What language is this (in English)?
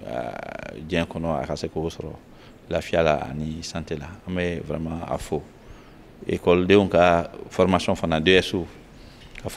Bambara